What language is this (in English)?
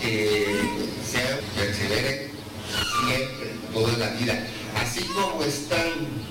Spanish